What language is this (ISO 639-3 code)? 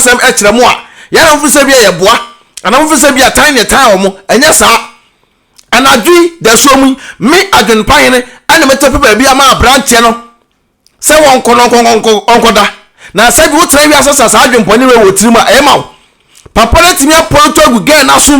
aka